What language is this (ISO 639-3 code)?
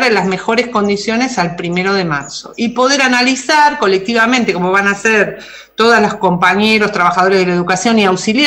spa